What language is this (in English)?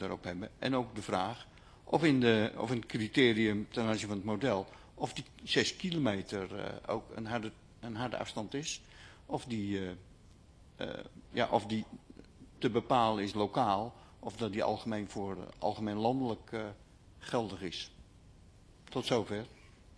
Dutch